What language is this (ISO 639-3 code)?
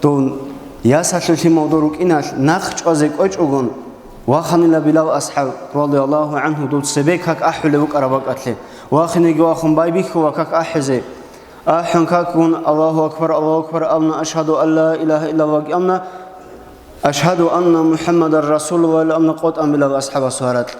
ava